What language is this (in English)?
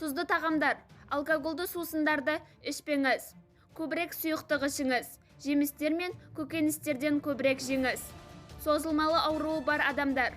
Kazakh